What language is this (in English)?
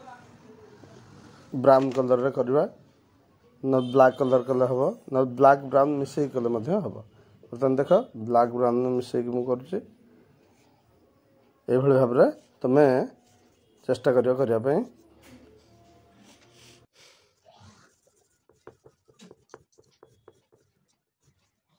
Odia